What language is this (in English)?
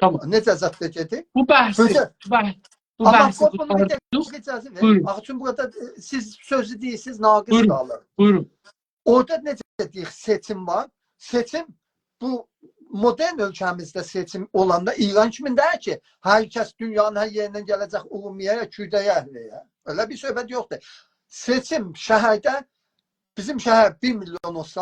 South Azerbaijani